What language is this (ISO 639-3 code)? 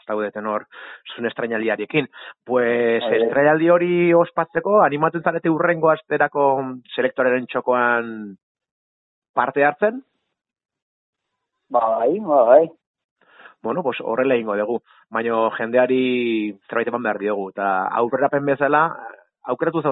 eus